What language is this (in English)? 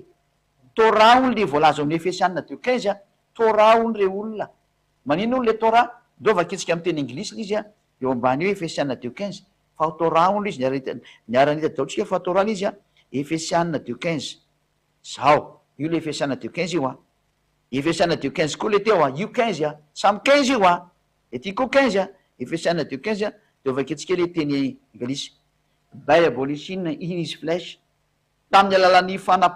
Malagasy